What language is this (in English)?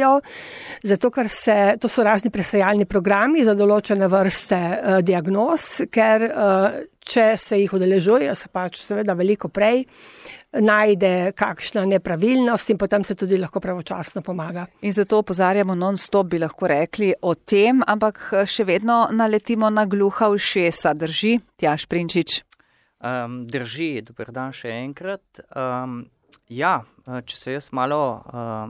Slovenian